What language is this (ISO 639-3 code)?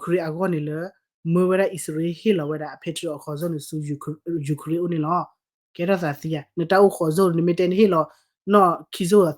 ksw